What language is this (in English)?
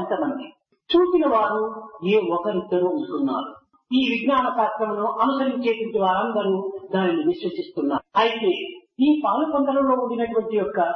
Telugu